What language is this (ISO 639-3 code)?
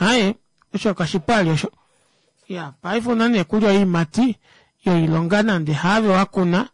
kua